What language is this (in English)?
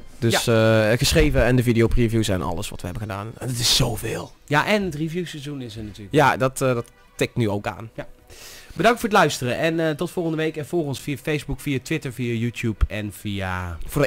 Dutch